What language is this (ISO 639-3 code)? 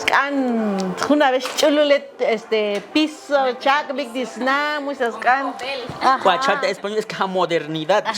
tzo